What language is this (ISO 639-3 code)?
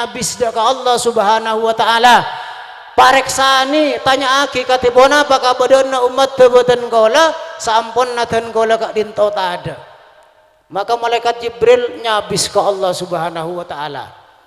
mad